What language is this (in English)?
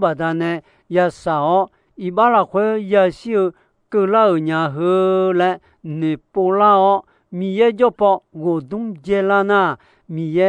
Akha